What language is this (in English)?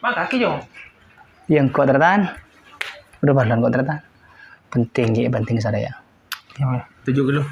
Madurese